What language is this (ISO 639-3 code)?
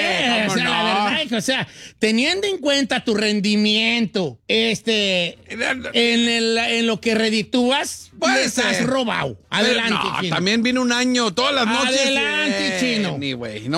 spa